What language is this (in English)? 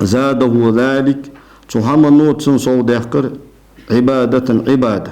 Ingush